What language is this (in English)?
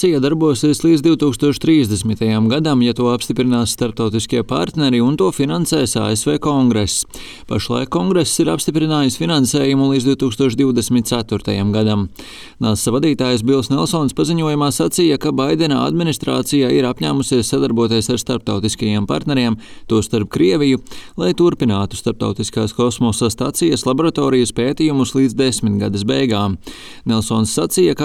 Latvian